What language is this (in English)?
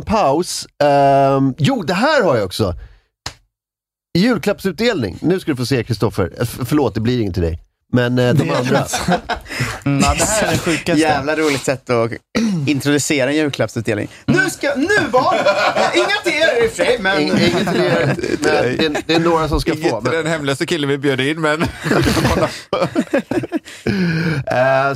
Swedish